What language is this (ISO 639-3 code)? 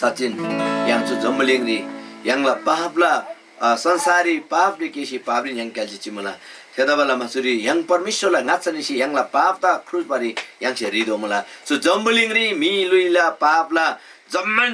taj